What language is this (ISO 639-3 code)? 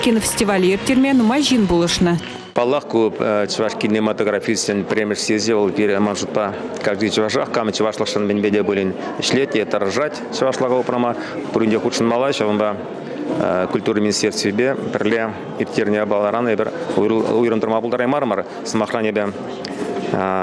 chv